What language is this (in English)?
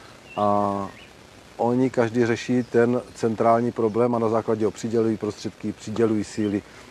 Czech